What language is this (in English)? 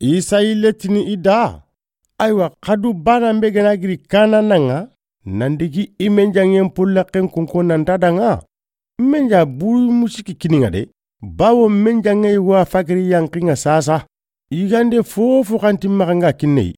Soninke